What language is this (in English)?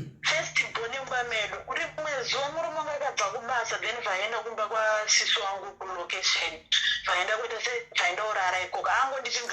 Shona